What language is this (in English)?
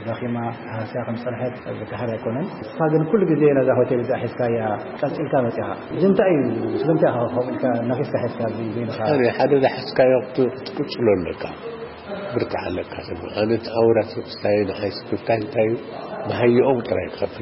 Tigrinya